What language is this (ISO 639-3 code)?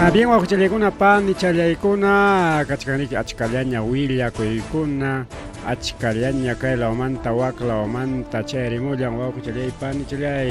quy